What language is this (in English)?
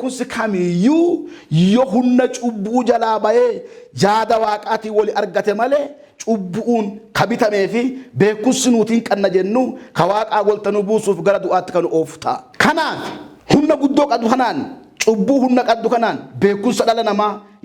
Oromo